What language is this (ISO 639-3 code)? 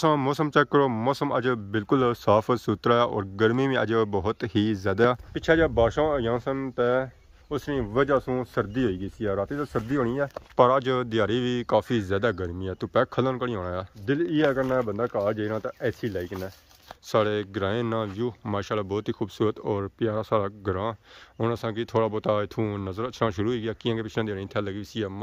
phr